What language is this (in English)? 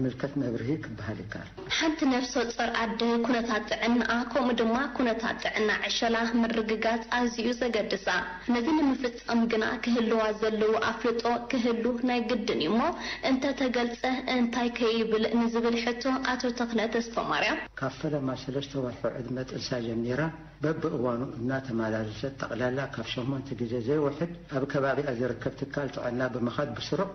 Tigrinya